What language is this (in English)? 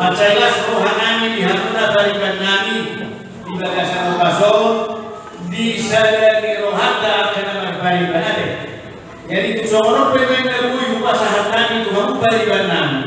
Batak Toba